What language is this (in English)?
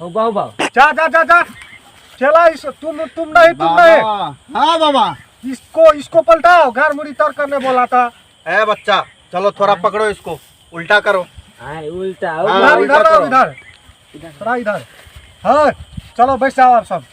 Maithili